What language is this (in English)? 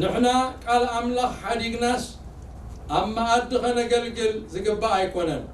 Tigrinya